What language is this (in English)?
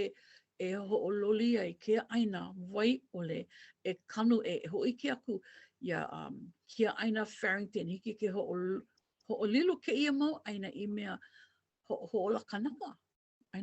Hawaiian